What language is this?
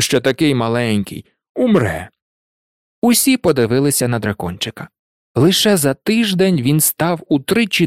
Ukrainian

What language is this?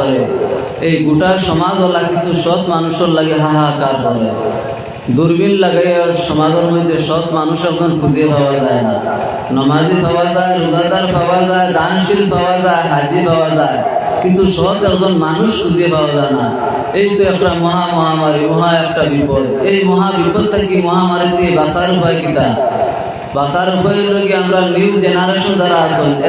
Sylheti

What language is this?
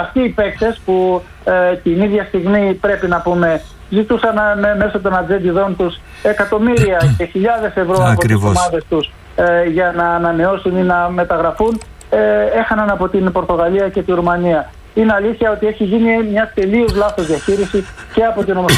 Greek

